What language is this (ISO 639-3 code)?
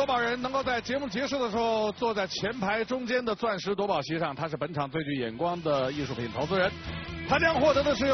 zho